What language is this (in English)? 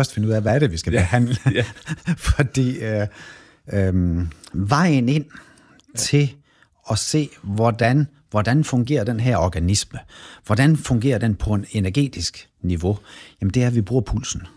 Danish